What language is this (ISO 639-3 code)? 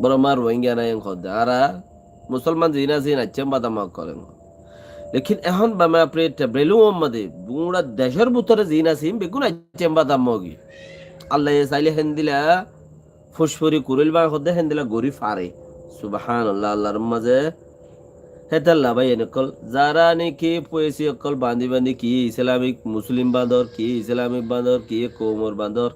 rhg